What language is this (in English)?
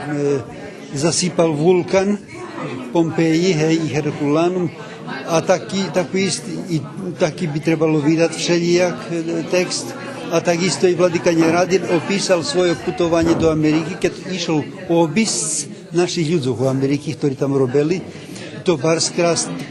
Rusyn